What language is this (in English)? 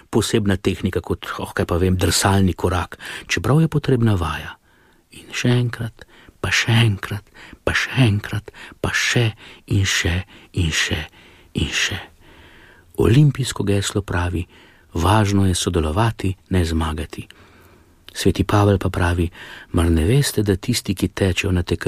Slovenian